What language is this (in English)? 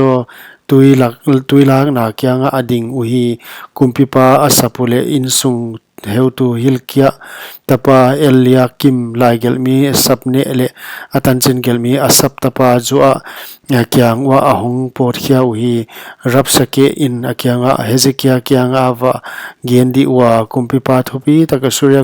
Paite Chin